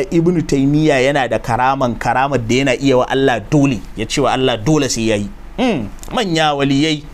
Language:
Hausa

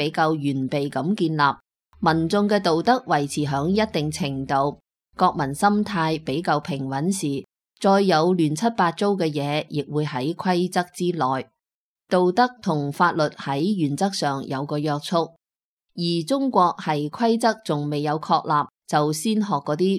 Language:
Cantonese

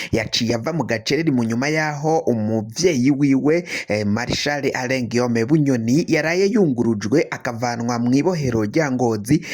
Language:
Rundi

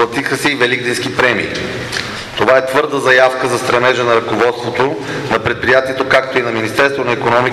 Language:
Bulgarian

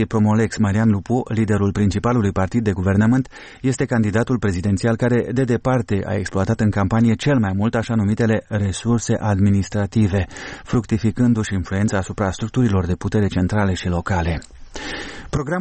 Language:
Romanian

